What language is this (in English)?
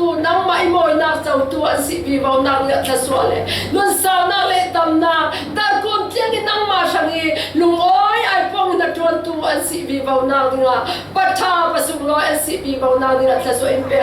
Falam Chin